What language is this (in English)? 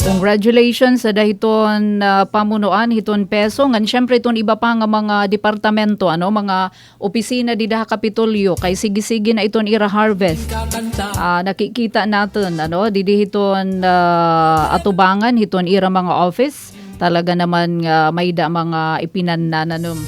Waray